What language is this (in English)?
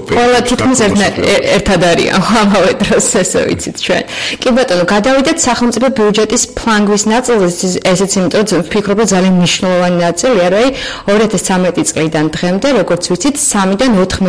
Georgian